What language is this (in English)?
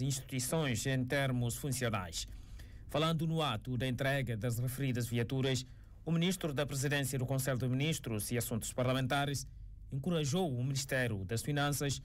Portuguese